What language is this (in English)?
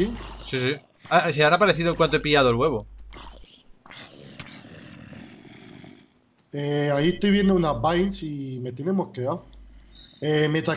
Spanish